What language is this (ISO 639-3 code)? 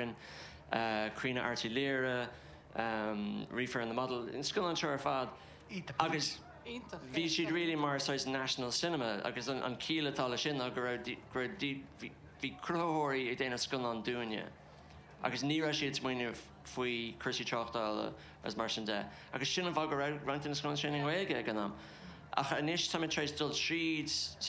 gle